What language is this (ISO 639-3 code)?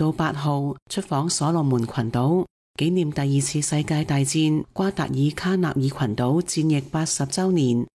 yue